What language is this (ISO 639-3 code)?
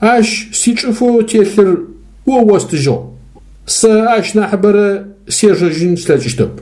ady